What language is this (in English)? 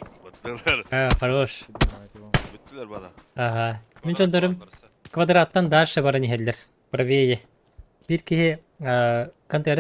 Yakut